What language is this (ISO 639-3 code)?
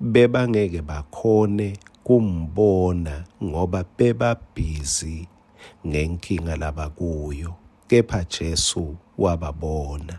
ssw